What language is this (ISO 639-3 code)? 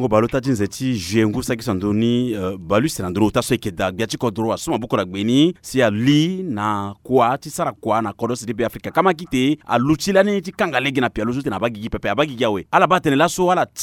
sag